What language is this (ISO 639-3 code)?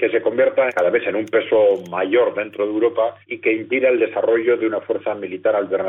spa